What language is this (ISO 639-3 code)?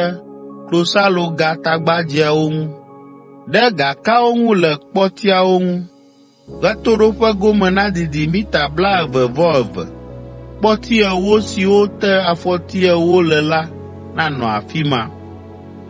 ewe